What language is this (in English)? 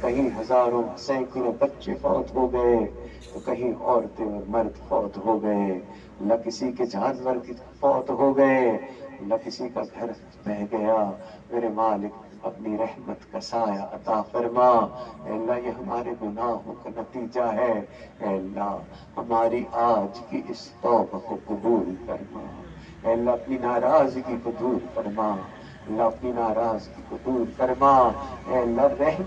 Urdu